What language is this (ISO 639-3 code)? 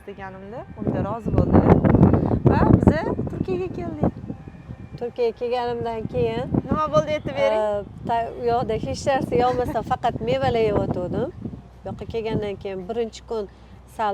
uzb